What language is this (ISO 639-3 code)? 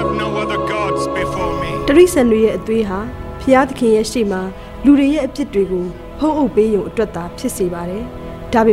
mya